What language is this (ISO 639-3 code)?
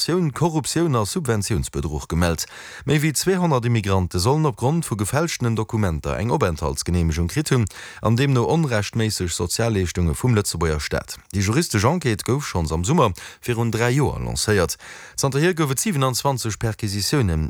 ltz